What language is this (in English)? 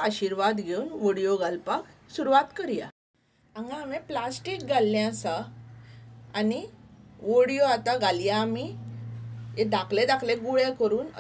Konkani